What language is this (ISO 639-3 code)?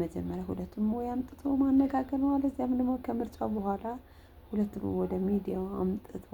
amh